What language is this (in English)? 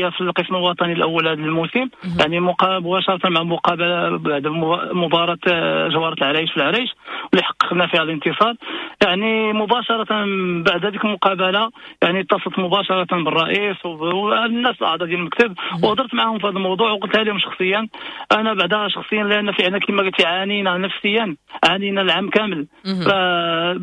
Moroccan Arabic